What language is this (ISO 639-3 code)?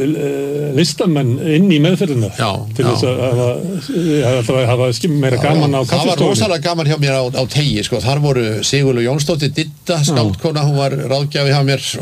isl